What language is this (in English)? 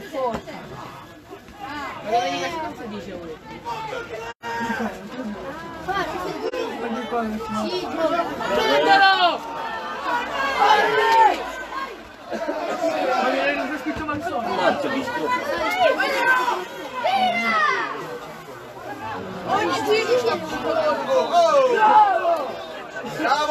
Italian